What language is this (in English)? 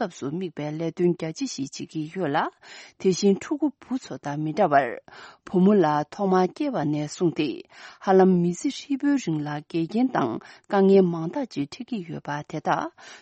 Tibetan